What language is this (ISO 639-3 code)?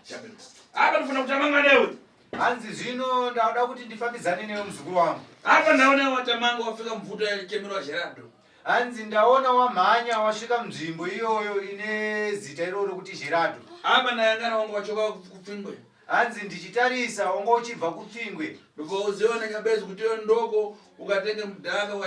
sna